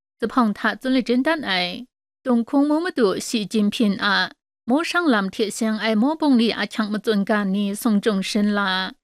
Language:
Kachin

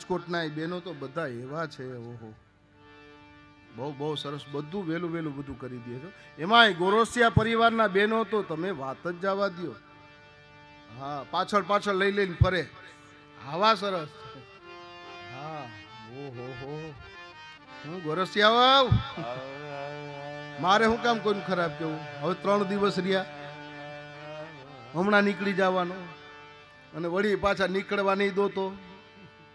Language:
Gujarati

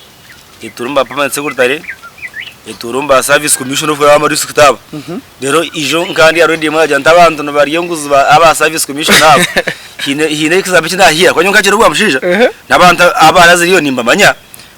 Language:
Nyankole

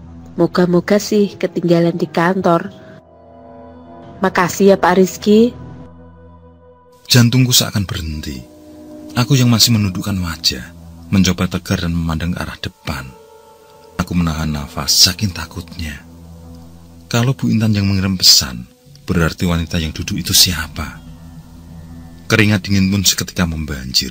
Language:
Indonesian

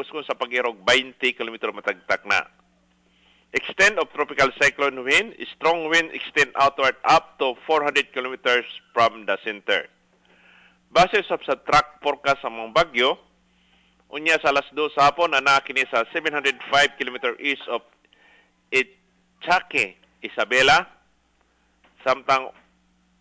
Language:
Cebuano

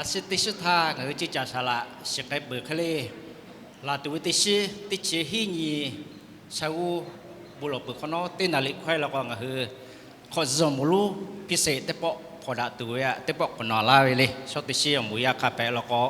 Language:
Lahu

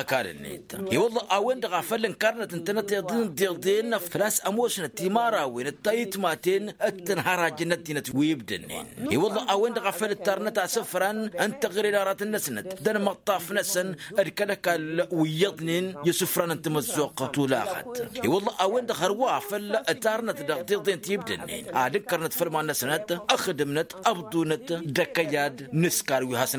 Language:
Tamasheq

